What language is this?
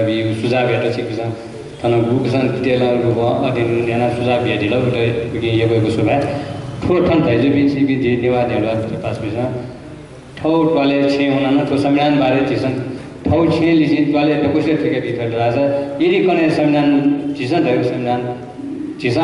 Newari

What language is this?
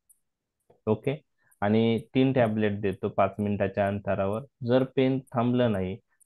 Marathi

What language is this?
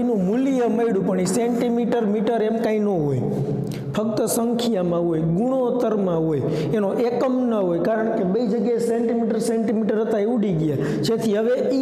Gujarati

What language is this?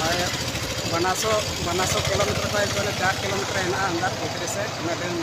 Santali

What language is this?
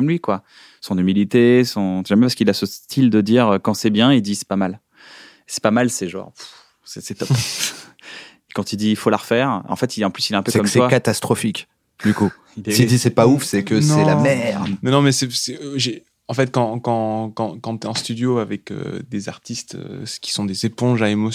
French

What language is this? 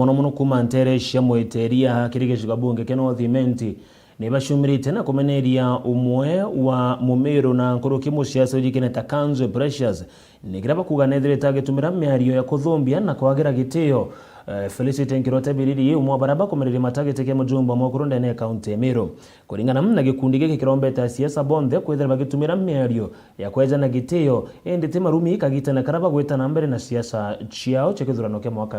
Meru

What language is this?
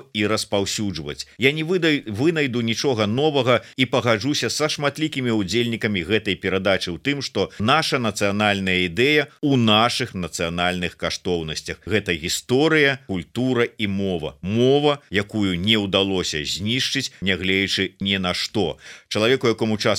Belarusian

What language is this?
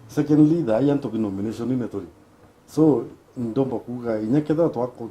Meru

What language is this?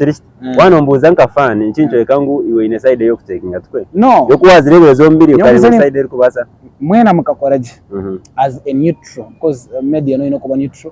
Nyankole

